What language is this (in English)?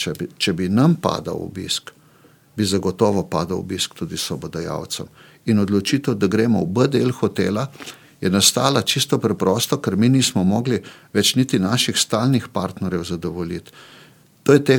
Slovenian